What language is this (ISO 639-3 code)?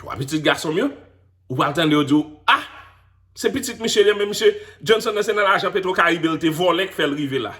hat